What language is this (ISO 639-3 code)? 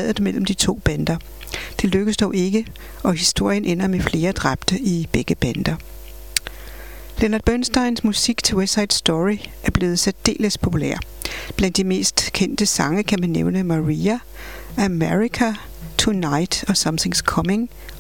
dan